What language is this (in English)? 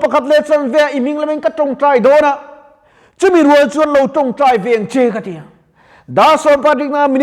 Mizo